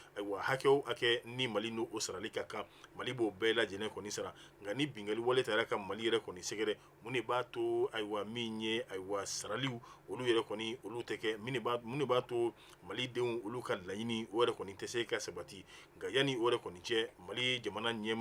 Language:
Bambara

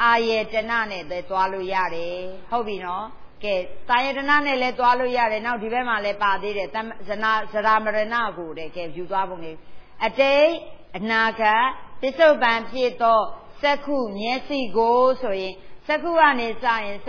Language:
Burmese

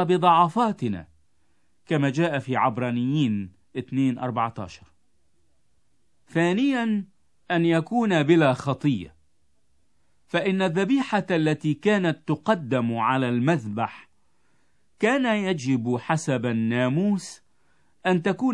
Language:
Arabic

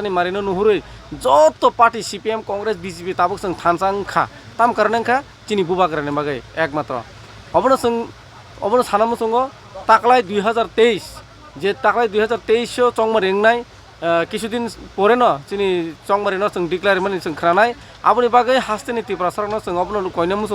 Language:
Kok Borok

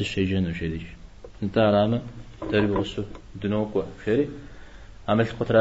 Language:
Kabardian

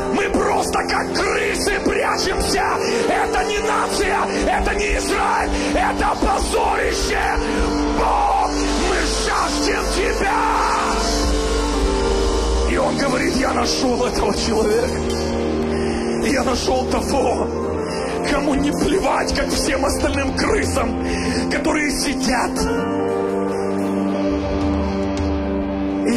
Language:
Russian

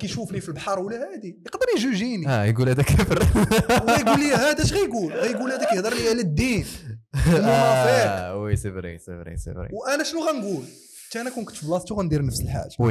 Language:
Moroccan Arabic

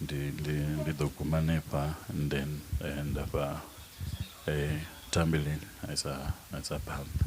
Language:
Venda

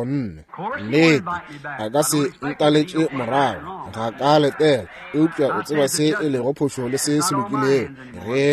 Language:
Northern Sotho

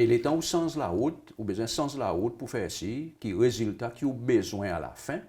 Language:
Seselwa Creole French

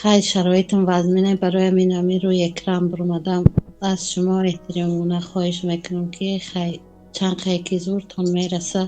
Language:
Tajik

